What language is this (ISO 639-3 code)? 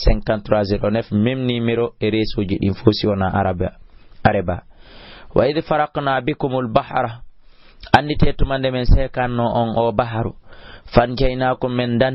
ful